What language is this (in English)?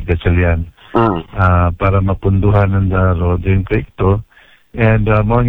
Aklanon